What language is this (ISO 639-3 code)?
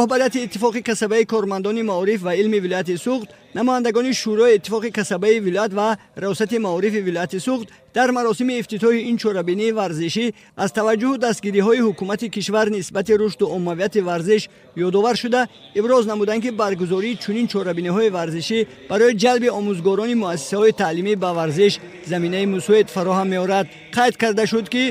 tgk